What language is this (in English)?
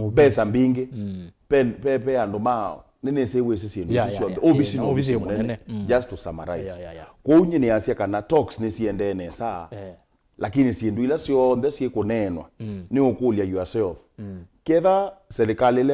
Kamba